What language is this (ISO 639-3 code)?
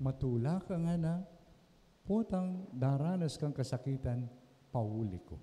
pam